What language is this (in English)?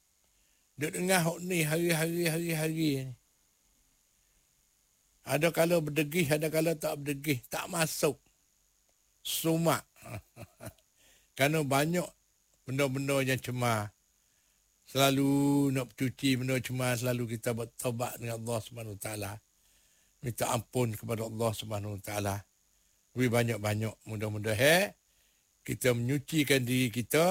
Malay